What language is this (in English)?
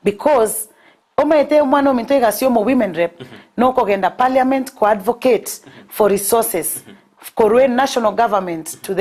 Gusii